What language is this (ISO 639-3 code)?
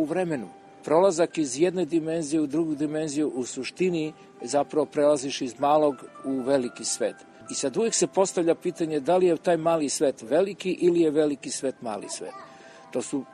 srp